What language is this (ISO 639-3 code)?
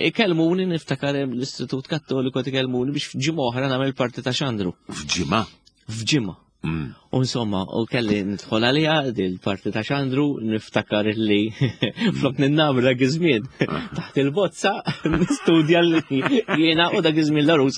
mlt